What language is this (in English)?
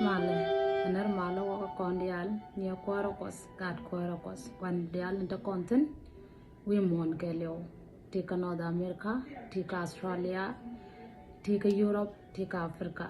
Nuer